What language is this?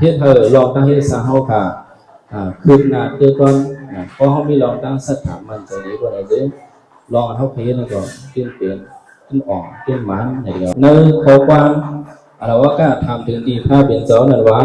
Shan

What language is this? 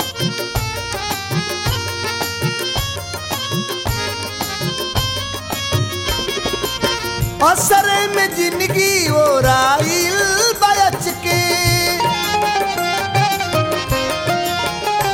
Bhojpuri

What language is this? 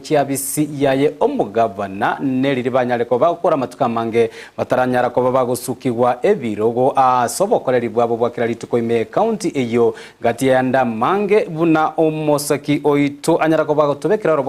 Gusii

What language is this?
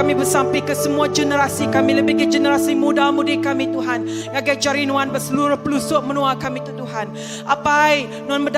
Iban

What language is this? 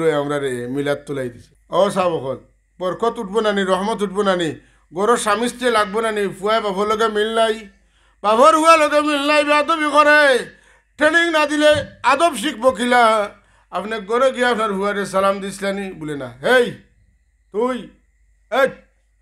Sylheti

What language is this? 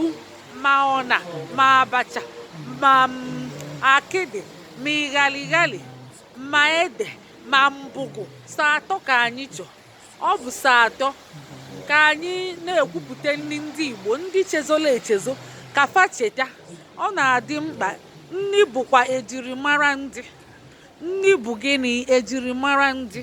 Igbo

